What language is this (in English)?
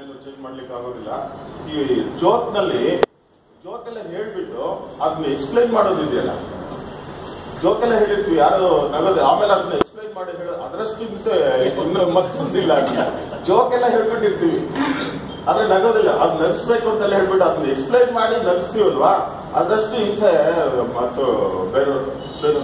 Kannada